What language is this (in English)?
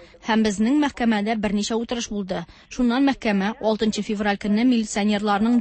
Tatar